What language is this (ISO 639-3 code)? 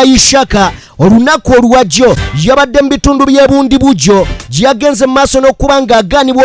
lug